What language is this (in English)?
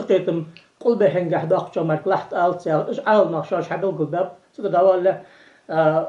Ingush